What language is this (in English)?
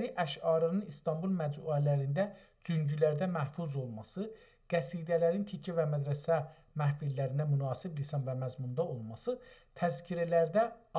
South Azerbaijani